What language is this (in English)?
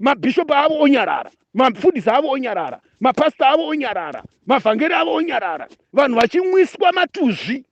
Shona